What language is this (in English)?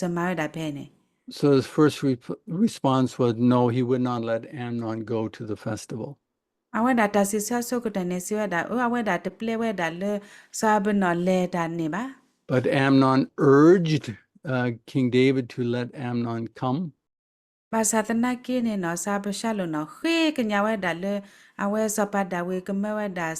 S'gaw Karen